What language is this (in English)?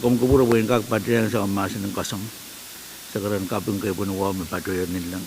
Pohnpeian